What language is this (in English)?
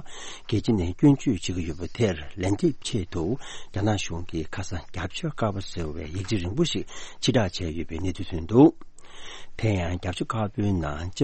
Tibetan